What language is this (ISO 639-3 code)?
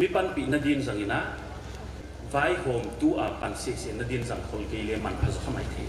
pck